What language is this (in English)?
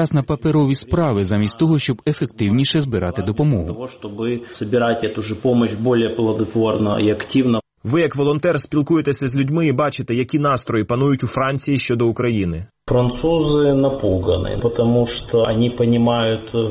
Ukrainian